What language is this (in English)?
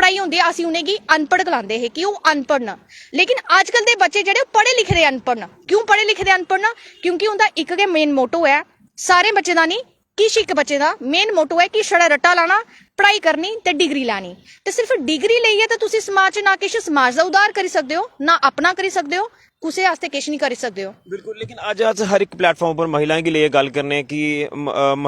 Dogri